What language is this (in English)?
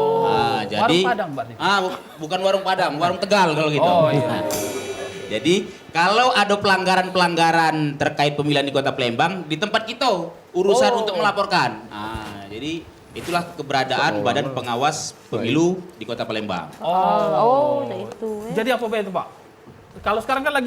Musi